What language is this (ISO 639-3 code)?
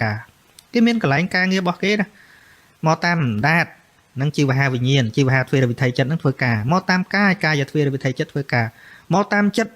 khm